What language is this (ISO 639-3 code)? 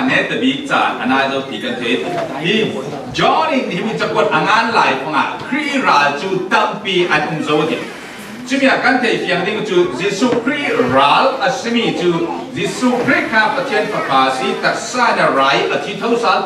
cfm